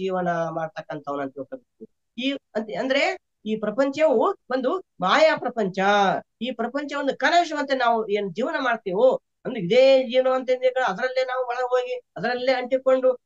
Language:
Kannada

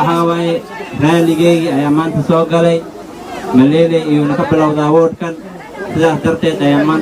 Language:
Somali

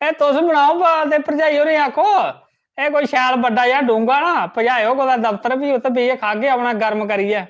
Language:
Dogri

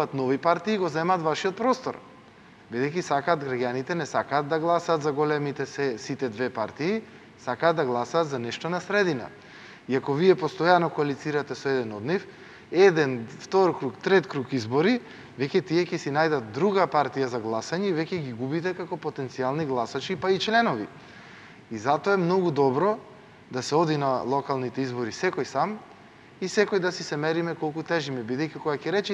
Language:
Macedonian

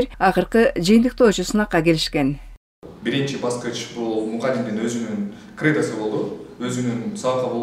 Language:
Kyrgyz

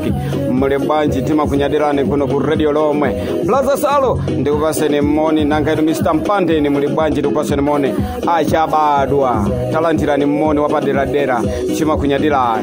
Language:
Nyanja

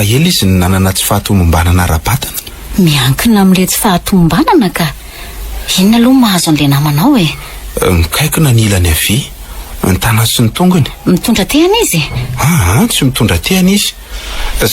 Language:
Malagasy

